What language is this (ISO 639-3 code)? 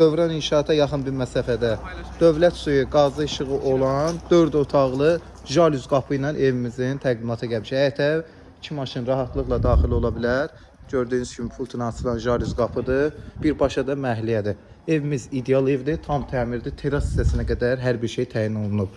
aze